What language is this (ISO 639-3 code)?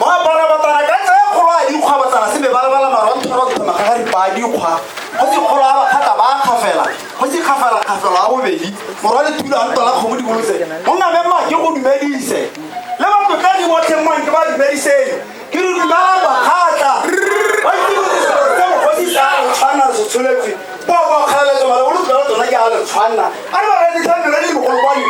tsn